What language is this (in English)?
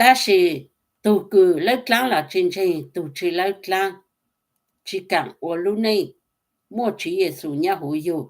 Hmong